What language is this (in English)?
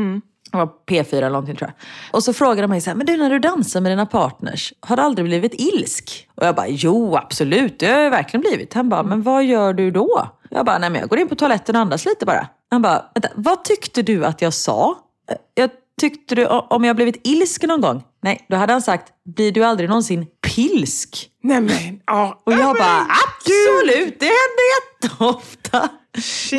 Swedish